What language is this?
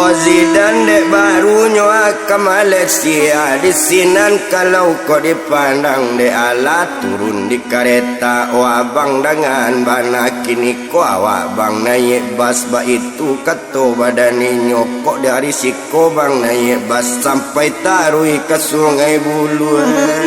Minangkabau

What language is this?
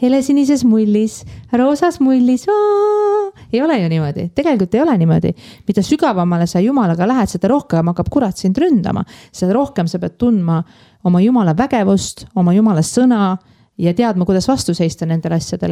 Estonian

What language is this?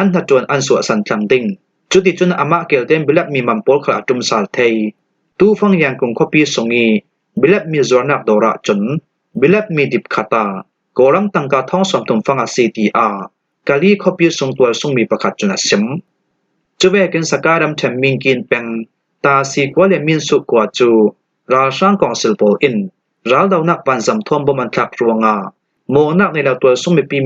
Falam Chin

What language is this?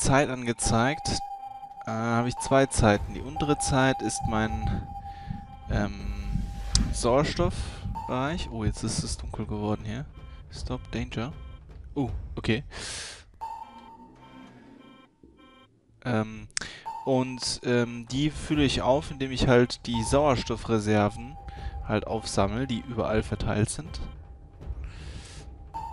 German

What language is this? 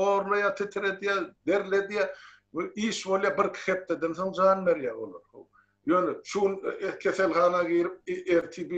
Turkmen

